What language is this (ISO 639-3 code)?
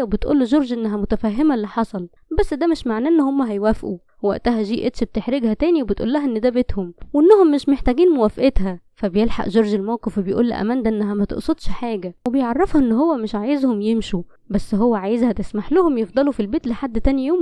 arz